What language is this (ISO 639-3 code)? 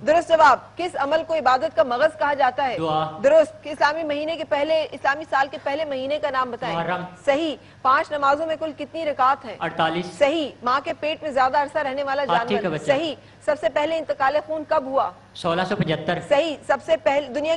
urd